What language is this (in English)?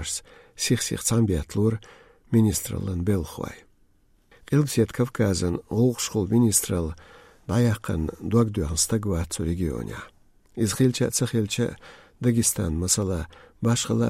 Chechen